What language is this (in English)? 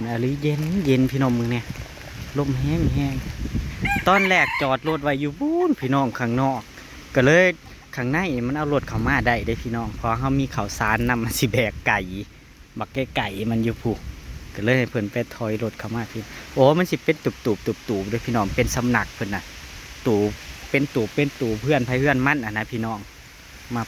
Northeastern Thai